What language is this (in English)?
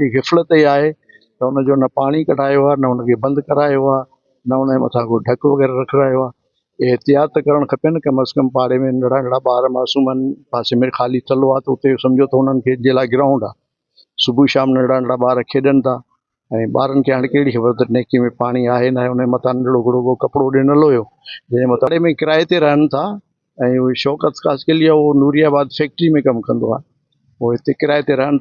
Sindhi